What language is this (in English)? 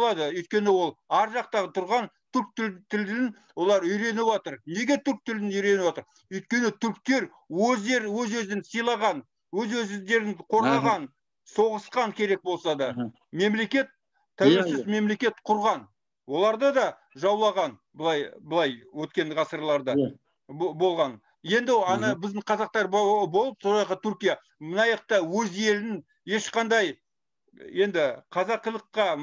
Kazakh